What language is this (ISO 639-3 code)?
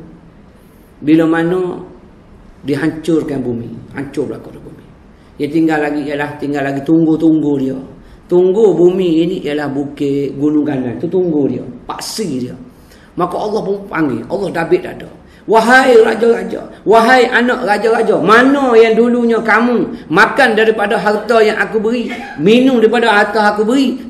msa